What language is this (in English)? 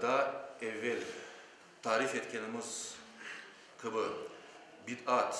Crimean Tatar